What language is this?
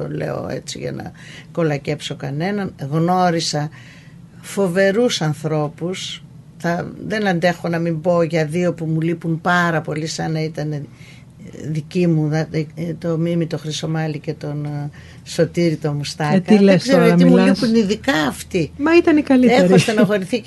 Greek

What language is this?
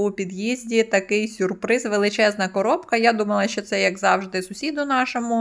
Ukrainian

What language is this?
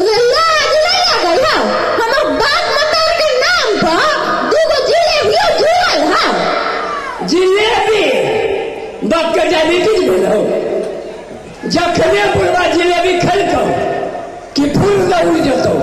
Maithili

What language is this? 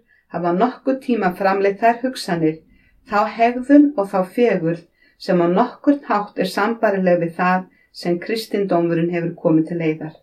Icelandic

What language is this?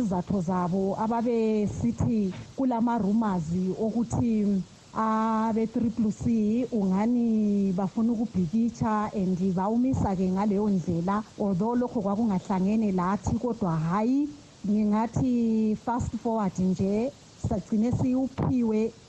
North Ndebele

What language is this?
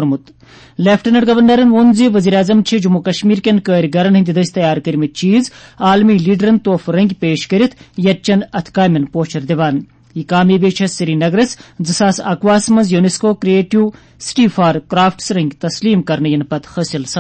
Kashmiri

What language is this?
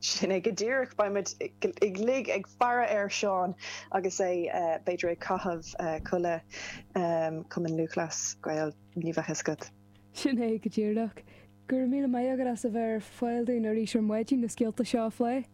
Irish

